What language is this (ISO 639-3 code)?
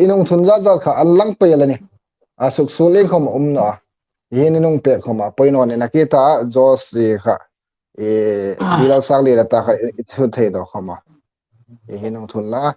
hmr